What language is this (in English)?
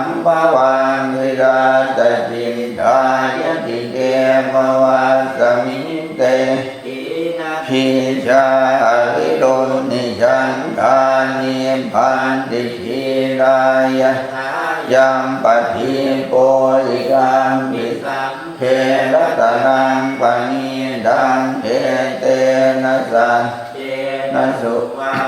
Pali